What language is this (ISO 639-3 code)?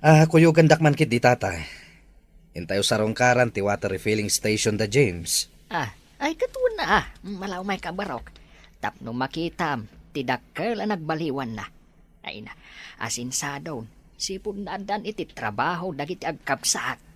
ilo